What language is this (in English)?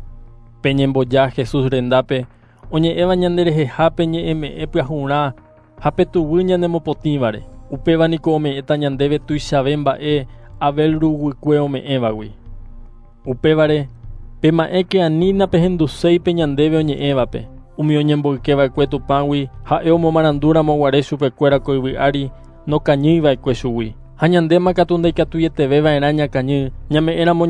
Guarani